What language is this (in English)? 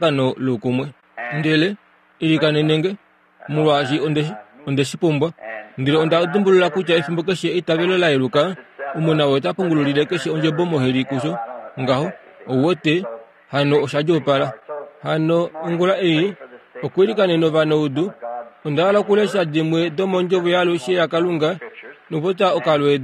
Kuanyama